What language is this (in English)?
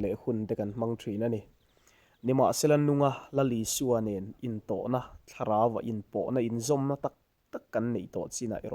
Mizo